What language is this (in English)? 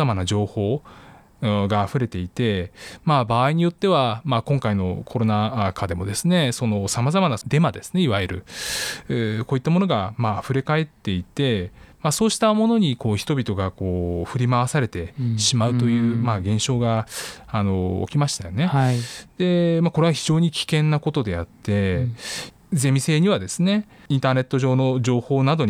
Japanese